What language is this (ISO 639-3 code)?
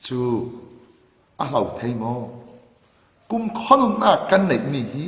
cfm